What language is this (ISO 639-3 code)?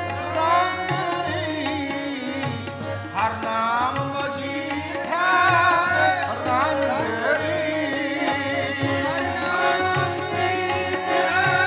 pan